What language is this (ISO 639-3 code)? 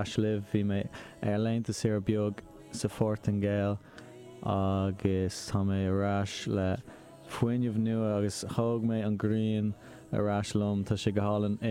gle